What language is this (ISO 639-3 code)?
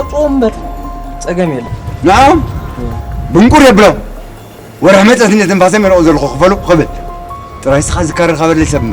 tir